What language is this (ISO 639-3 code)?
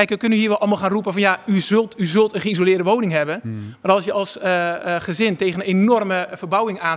nld